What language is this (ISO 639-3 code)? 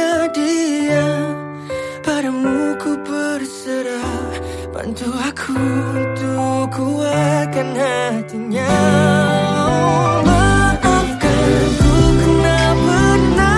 msa